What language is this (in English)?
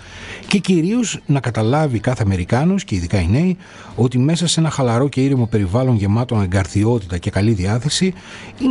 Greek